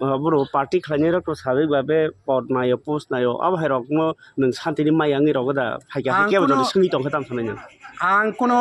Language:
Kok Borok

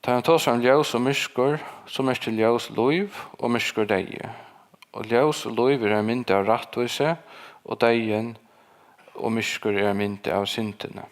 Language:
Faroese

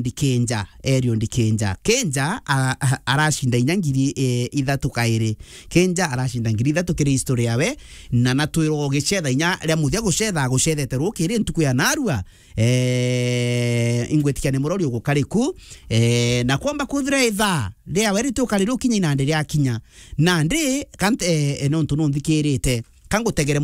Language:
Meru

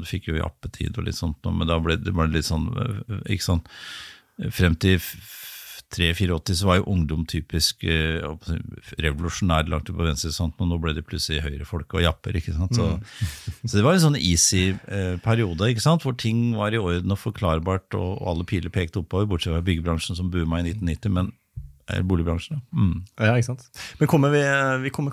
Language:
Norwegian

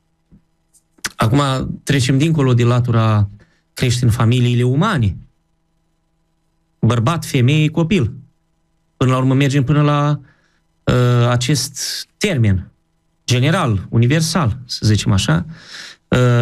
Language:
Romanian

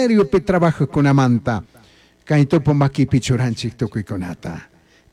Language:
Chimborazo Highland Quichua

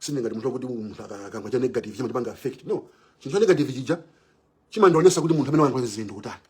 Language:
Nyanja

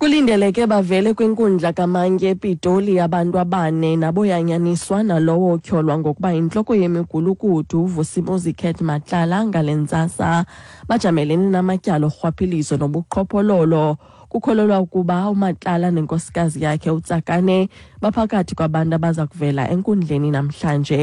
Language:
Xhosa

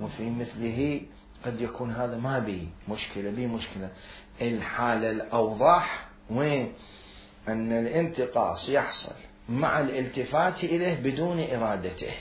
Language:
Mesopotamian Arabic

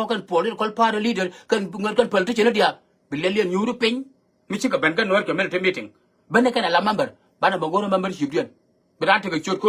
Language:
Nuer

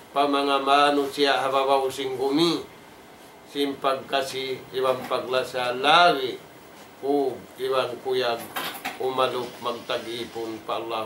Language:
Tausug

